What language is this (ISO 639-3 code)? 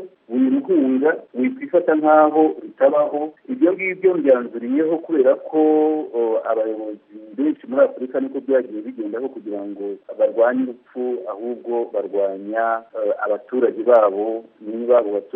kin